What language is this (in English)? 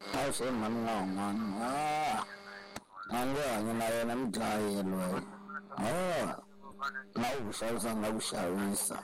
Tsonga